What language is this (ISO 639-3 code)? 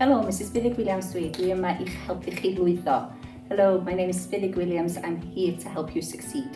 cym